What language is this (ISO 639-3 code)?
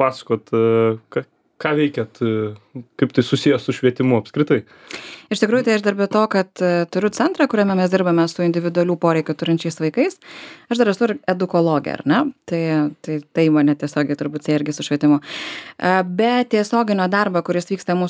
lit